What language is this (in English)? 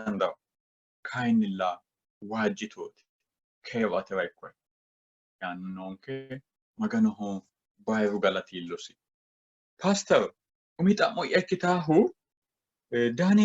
Sidamo